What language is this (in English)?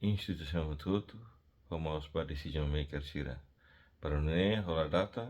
Tetum